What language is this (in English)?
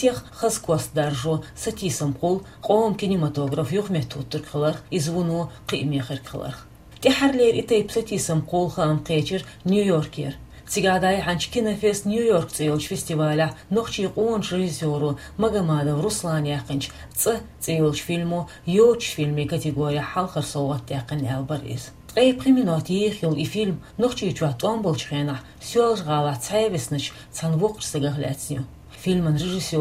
Chechen